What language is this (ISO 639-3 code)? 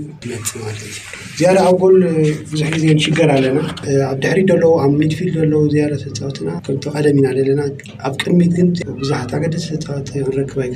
tir